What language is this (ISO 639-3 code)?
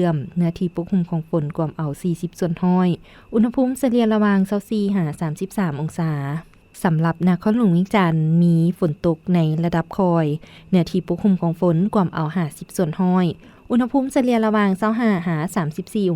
lao